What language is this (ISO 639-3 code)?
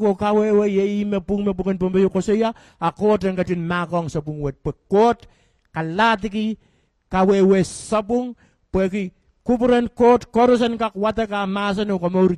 pon